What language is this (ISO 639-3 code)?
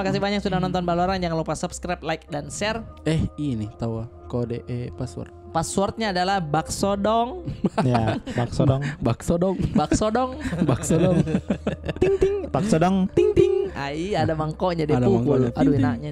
mfp